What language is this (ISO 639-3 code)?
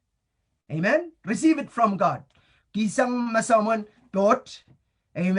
pon